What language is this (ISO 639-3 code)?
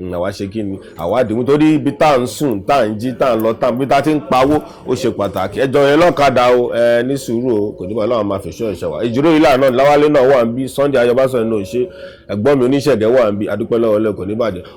yor